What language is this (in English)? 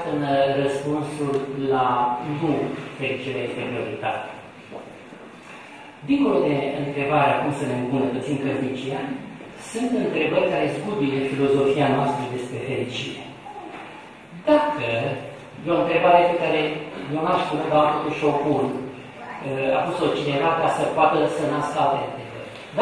Romanian